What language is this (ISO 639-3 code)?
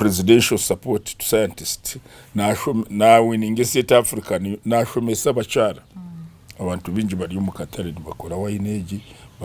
nyn